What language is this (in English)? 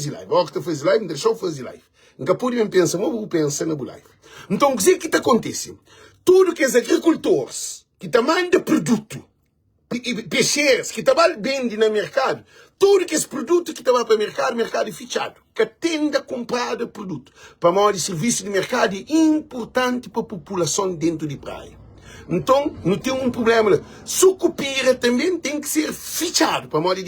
Kabuverdianu